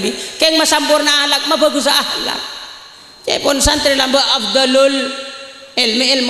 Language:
Madurese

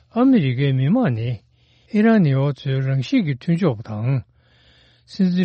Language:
Tibetan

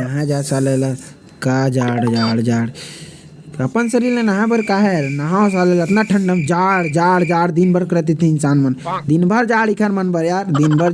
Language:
Chhattisgarhi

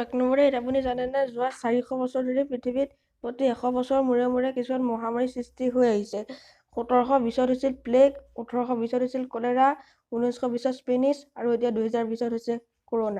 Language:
Assamese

